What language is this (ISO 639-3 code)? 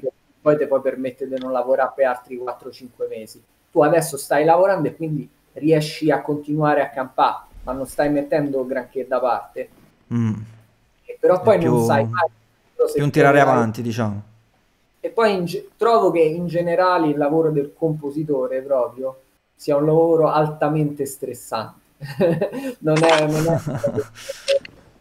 ita